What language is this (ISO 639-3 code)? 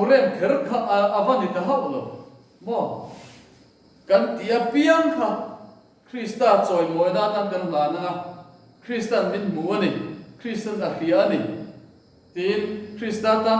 lus